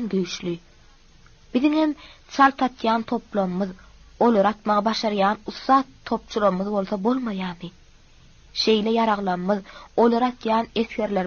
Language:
Turkmen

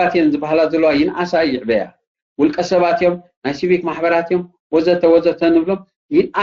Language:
Tigrinya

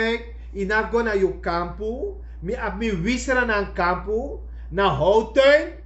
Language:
Sranan Tongo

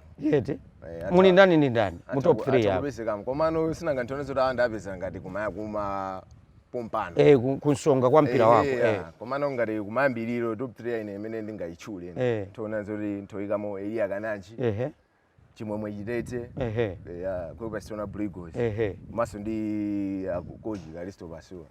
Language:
Nyanja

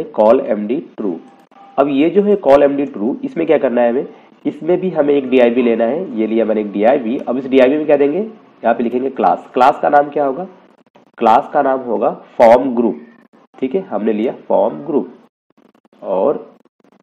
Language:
Hindi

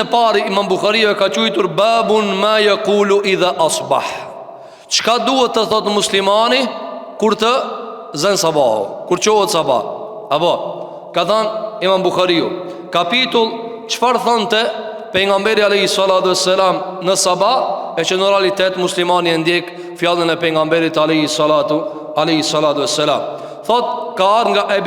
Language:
Albanian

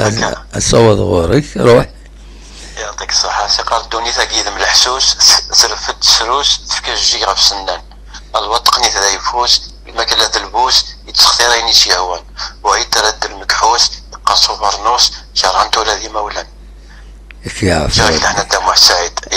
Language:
Kabyle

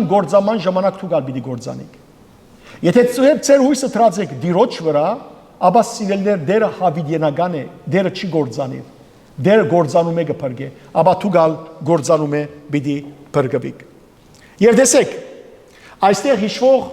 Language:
Western Armenian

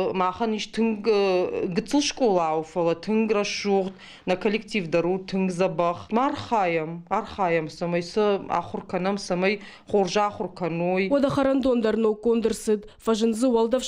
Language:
Ossetic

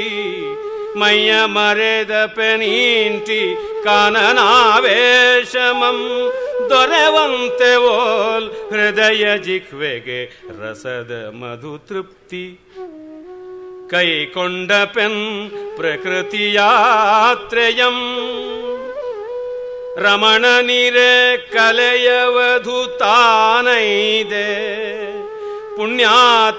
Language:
Kannada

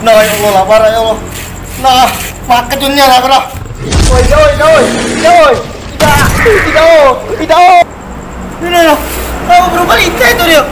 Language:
Musi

